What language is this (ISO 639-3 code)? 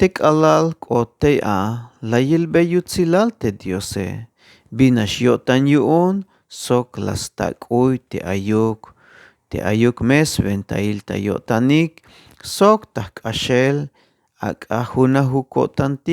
tzh